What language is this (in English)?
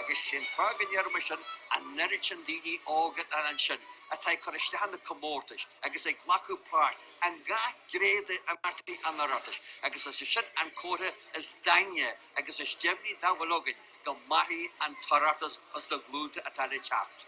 Irish